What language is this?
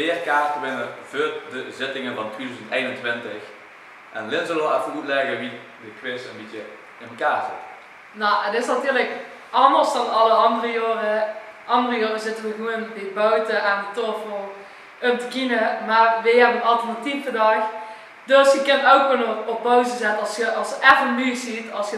Limburgish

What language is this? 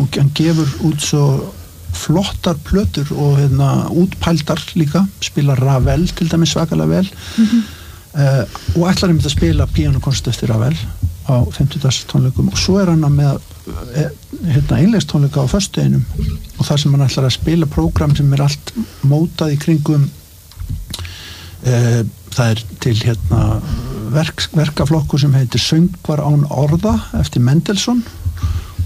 Icelandic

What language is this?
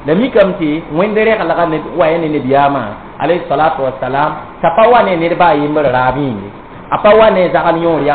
Mossi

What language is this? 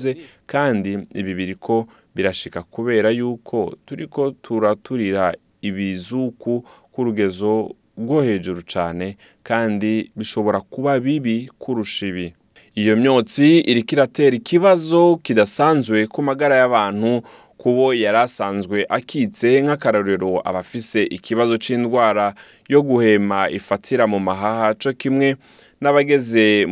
Rundi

